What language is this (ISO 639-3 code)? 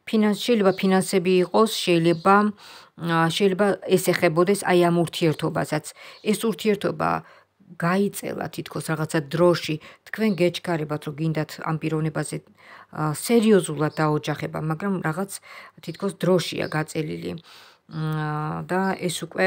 kat